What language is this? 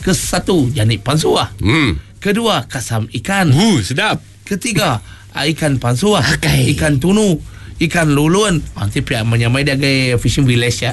Iban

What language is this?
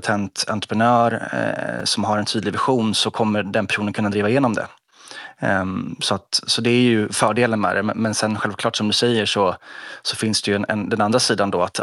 Swedish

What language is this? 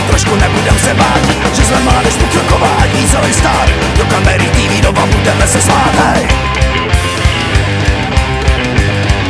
Czech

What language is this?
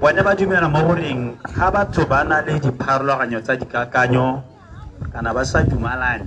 Tswana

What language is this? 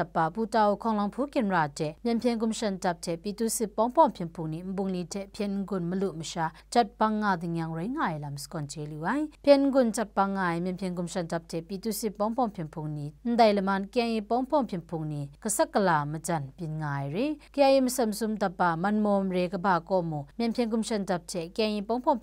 Kachin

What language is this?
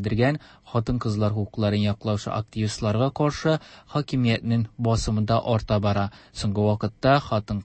Tatar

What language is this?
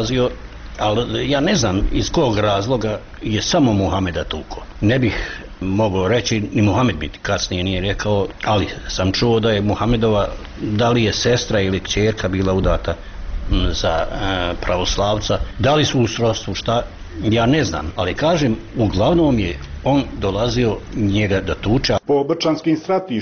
Bosnian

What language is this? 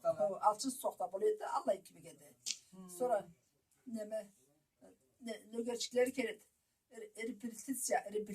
Karachay-Balkar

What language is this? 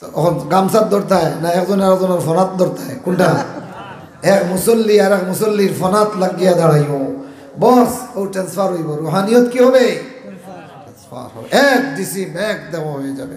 Sylheti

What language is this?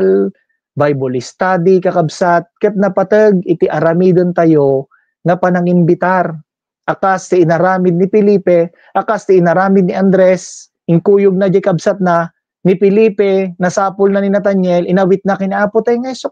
Iloko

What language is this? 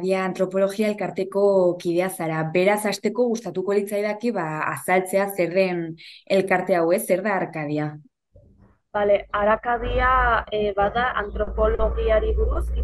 Basque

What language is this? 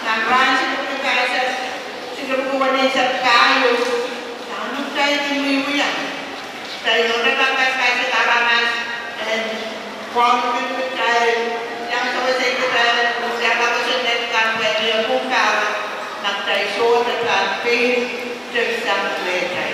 Pohnpeian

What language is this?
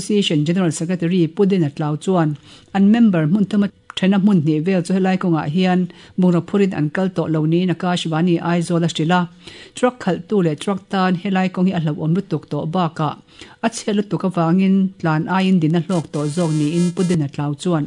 Mizo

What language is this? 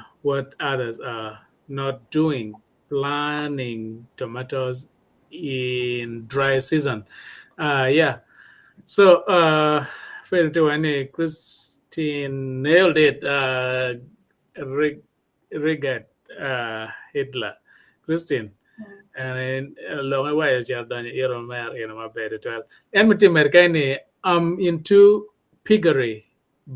Acoli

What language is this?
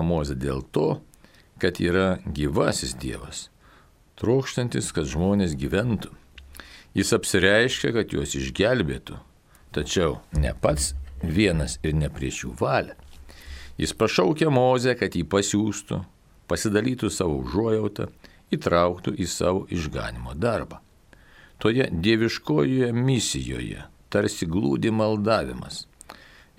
Lithuanian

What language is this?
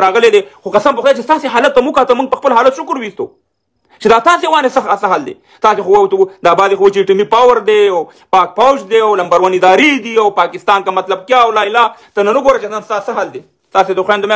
Pashto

